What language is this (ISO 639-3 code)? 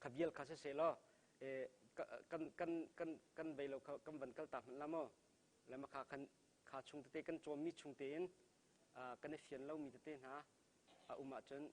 cnh